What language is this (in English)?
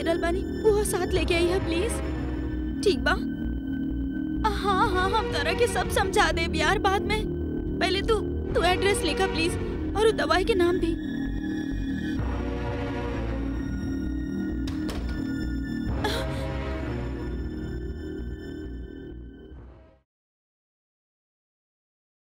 Bhojpuri